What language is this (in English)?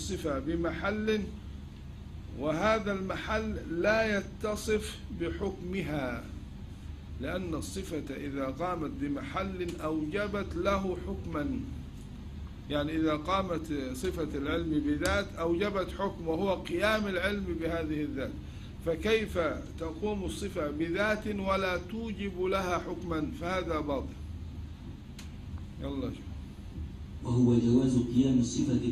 Arabic